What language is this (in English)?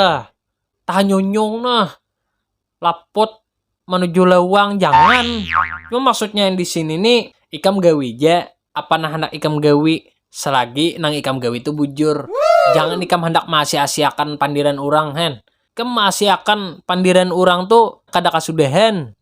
Banjar